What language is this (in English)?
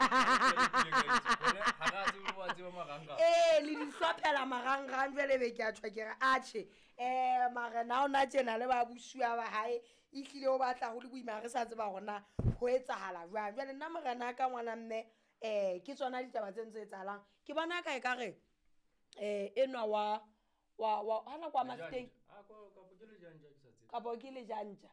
Southern Sotho